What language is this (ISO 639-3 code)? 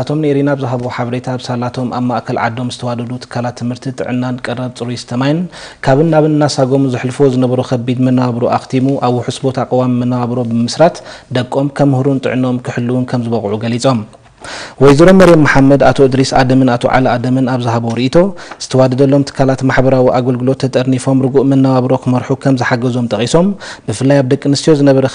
tir